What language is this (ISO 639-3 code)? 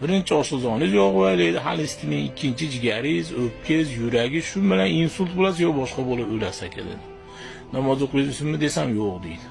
uzb